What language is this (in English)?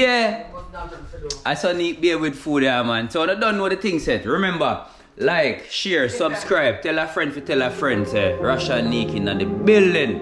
Jamaican Creole English